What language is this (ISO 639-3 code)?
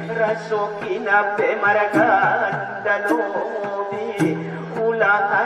akb